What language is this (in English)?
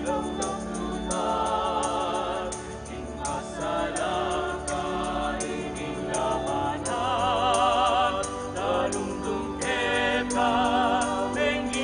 Pampanga